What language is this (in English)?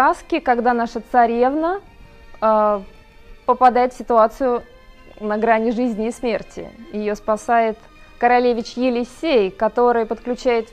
Russian